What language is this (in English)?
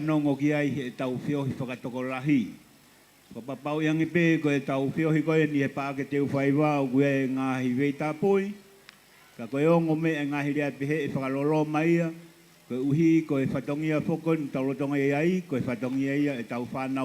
Tongan